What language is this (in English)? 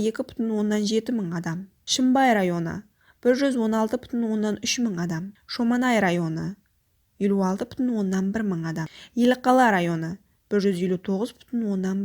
Kara-Kalpak